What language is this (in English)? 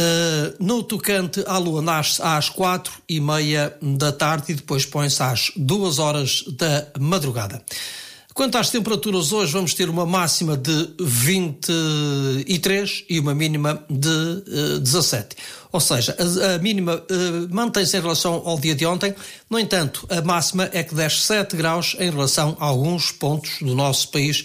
Portuguese